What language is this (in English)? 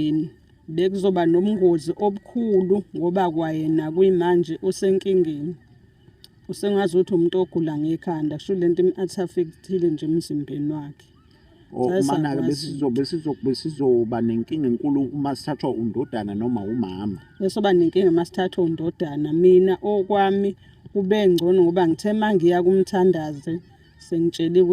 Zulu